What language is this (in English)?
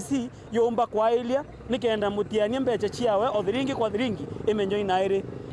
Meru